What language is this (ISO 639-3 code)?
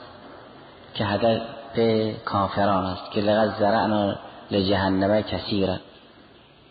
fas